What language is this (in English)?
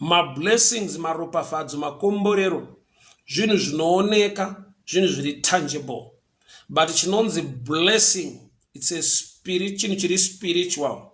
Shona